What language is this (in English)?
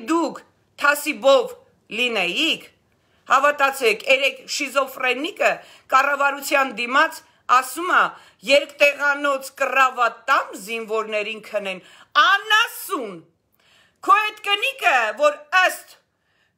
Armenian